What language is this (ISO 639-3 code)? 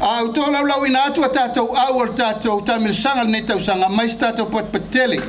smo